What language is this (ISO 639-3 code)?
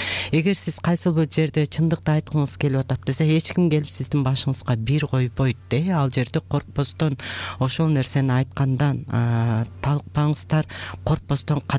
kir